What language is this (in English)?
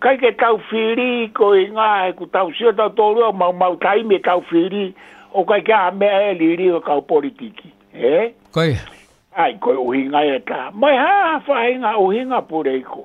Tongan